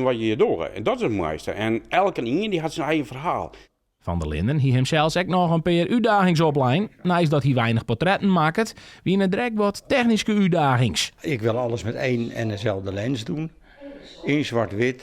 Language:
Western Frisian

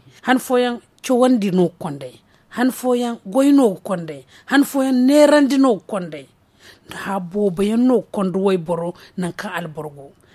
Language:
Zarma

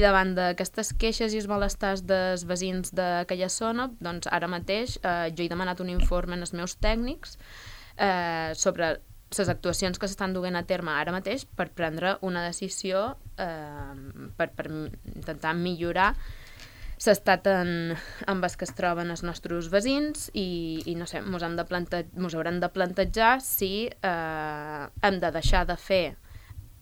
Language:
Catalan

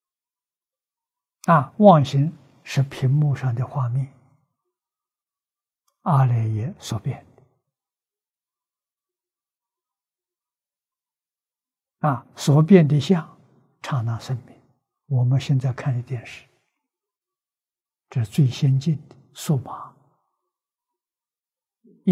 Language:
Chinese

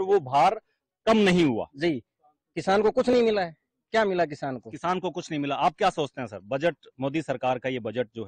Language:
Hindi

